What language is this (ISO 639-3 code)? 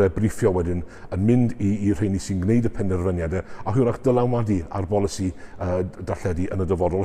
cym